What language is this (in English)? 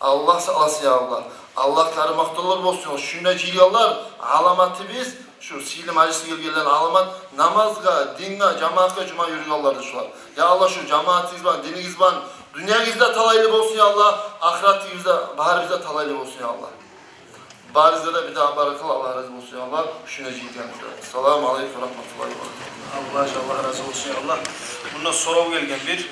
Kumyk